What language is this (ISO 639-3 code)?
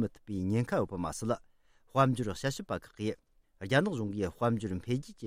bod